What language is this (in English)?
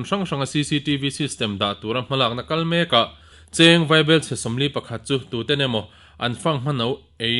Mizo